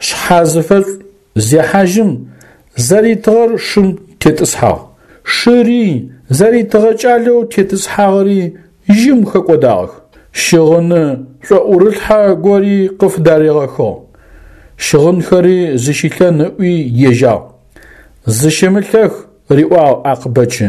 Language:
Adyghe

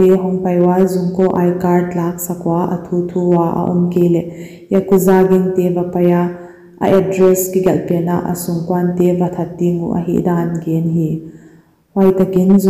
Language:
Paite Chin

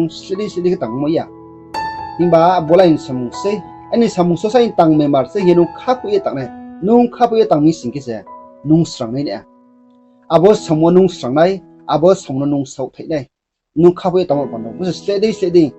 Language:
Riang (India)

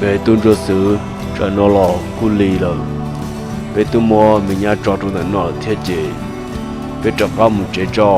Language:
Hmong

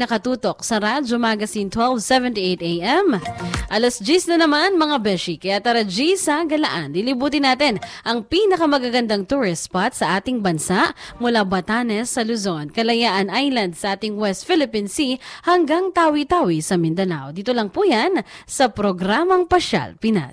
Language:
Filipino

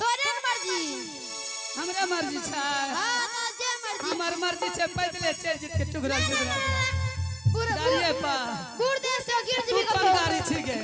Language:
Angika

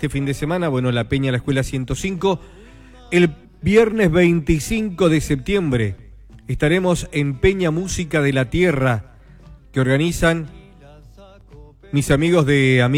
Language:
Spanish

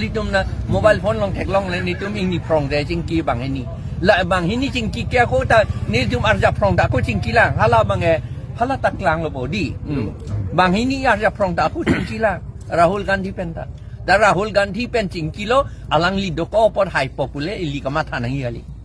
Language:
Karbi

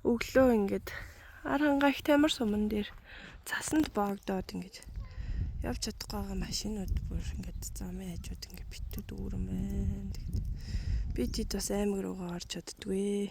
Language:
Mongolian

